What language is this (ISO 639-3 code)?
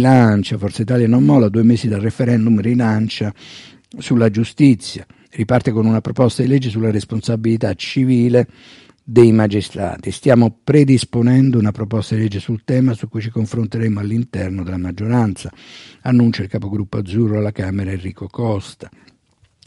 ita